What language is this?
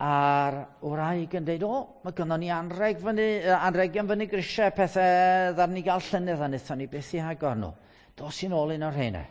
Welsh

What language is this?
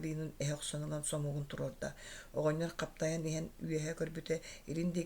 Yakut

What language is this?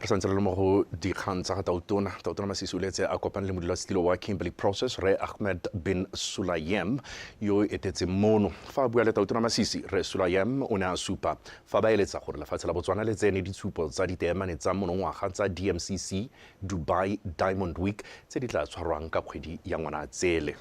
Tswana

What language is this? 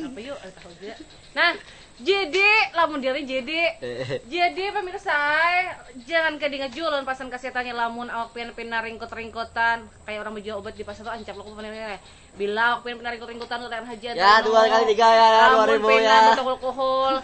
Banjar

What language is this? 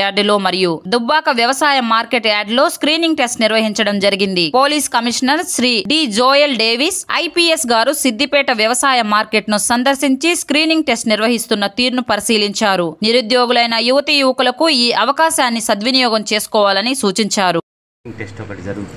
Telugu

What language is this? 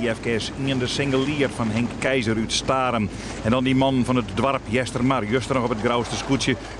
Western Frisian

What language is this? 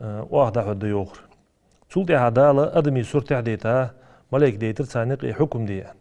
Ingush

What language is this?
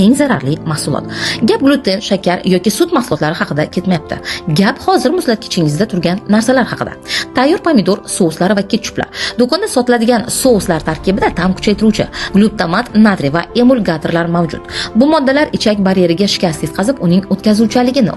Uzbek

